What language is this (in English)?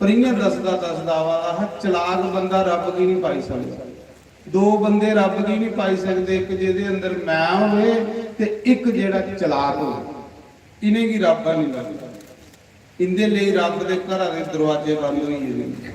Dogri